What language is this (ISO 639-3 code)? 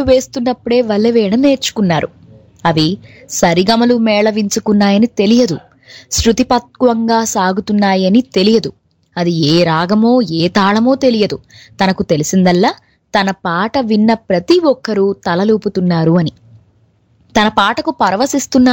tel